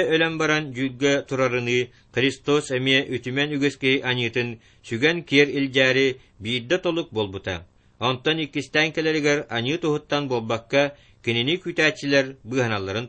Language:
Yakut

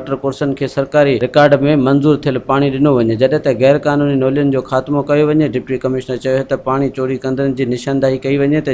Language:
Sindhi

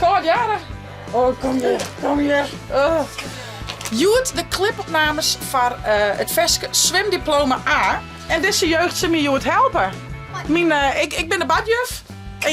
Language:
Western Frisian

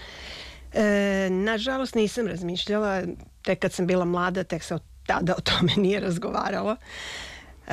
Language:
Serbian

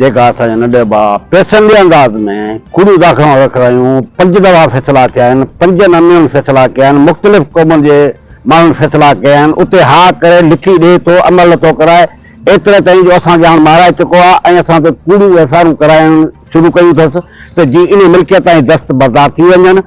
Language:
Sindhi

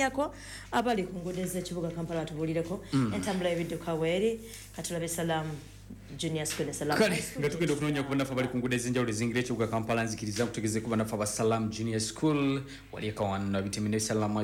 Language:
Ganda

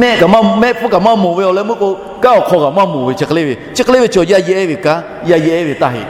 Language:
Lahu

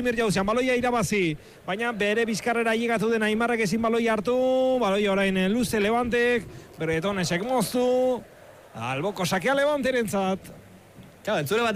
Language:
Basque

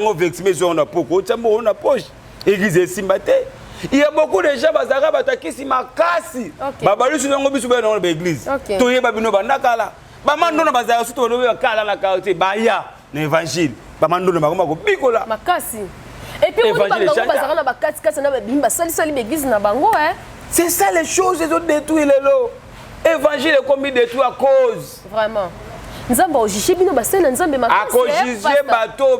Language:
Lingala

